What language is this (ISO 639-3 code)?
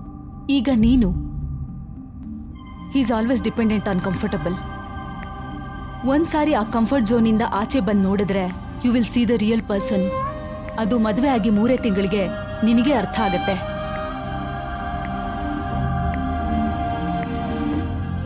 kan